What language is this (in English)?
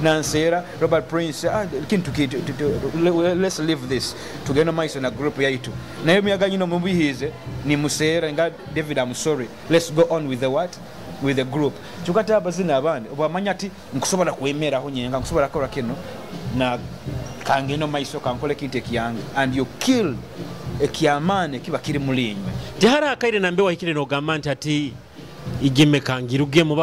Nyoro